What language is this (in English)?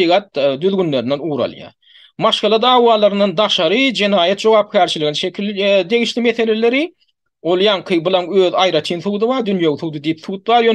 Turkmen